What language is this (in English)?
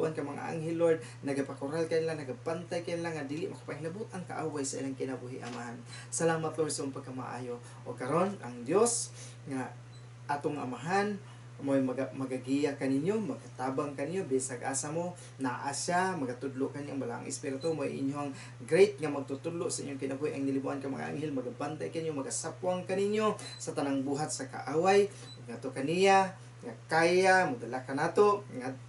Cebuano